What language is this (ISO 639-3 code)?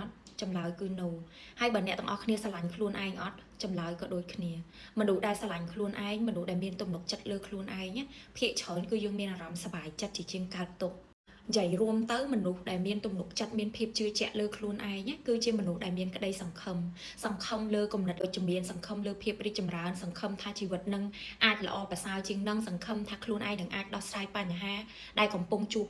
khm